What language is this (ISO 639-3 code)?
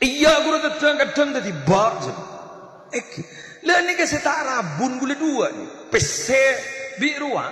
mad